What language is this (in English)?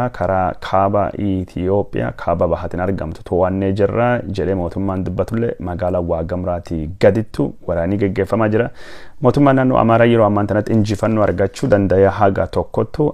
Oromo